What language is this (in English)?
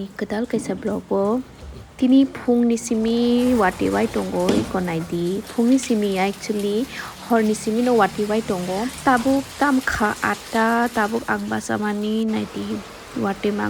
Kok Borok